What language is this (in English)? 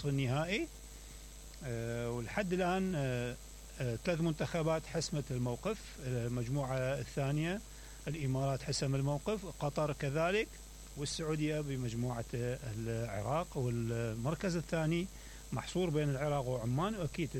Mesopotamian Arabic